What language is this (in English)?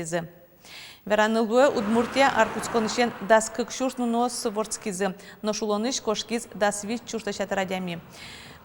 Udmurt